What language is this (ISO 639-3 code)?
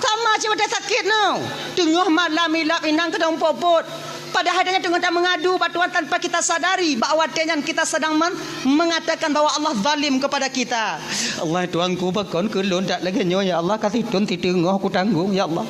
ace